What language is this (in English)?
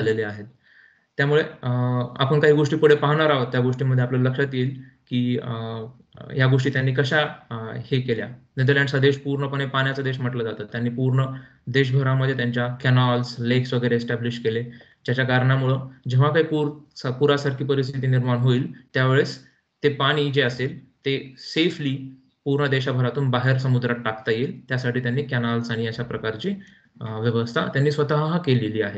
Marathi